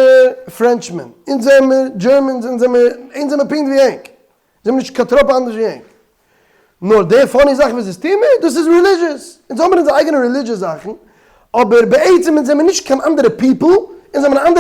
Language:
Yiddish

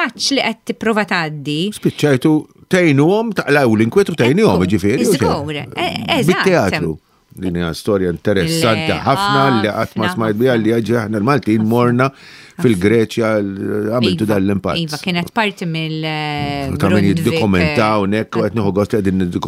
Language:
Maltese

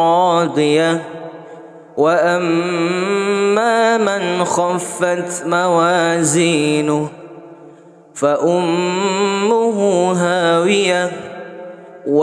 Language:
Arabic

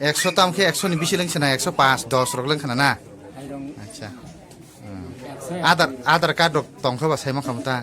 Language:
Kok Borok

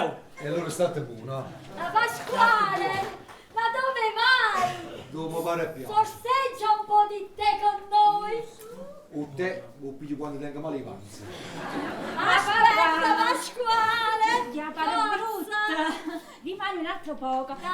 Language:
Neapolitan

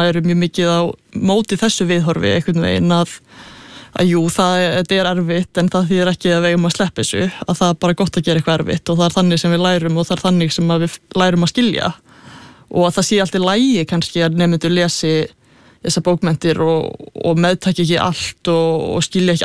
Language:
Icelandic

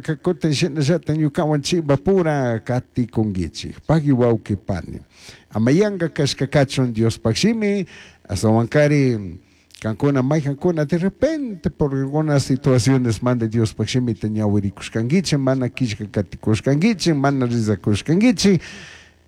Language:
Chimborazo Highland Quichua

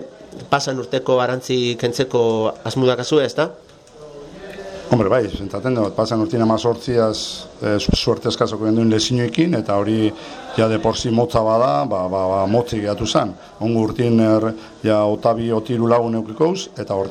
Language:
Basque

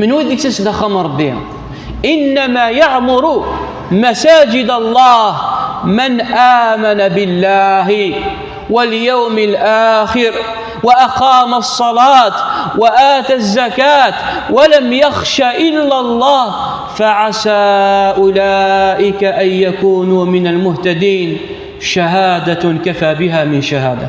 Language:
Kabyle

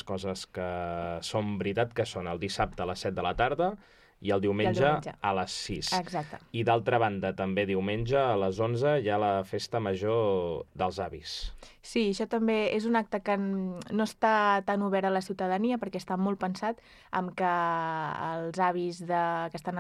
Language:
Catalan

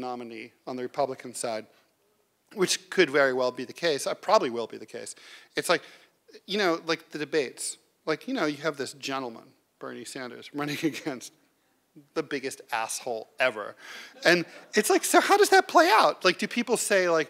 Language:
English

